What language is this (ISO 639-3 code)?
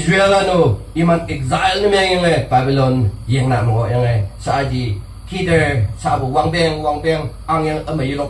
nag